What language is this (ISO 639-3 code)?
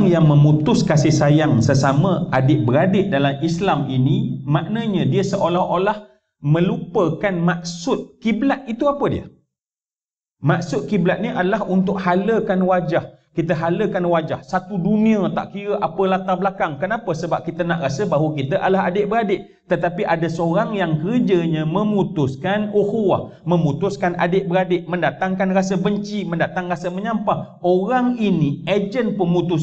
msa